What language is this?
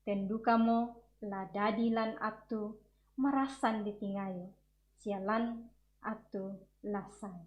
Toraja-Sa'dan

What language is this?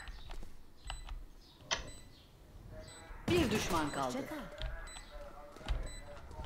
Turkish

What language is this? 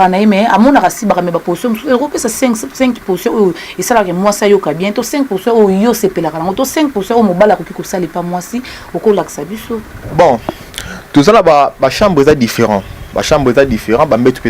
Lingala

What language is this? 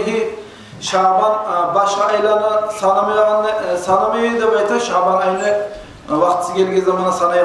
Kumyk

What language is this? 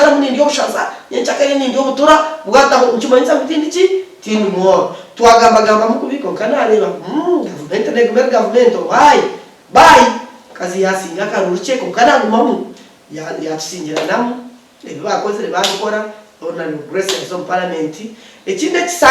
Nyankole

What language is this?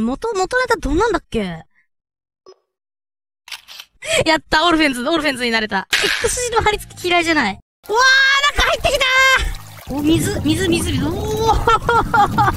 Japanese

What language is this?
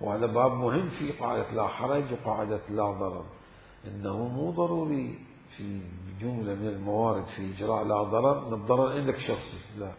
Mesopotamian Arabic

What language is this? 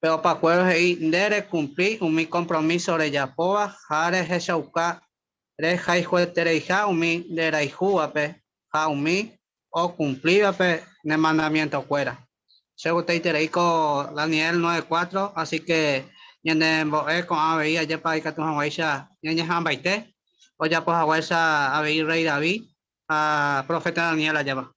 Guarani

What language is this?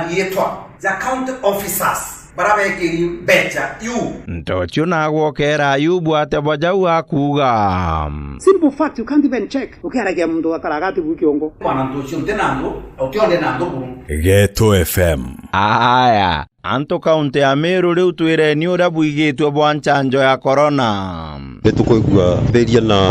Meru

